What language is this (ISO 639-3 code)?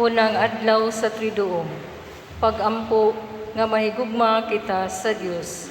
ceb